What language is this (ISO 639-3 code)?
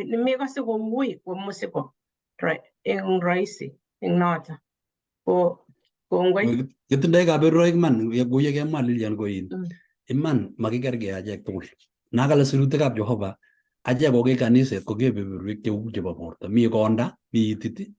kln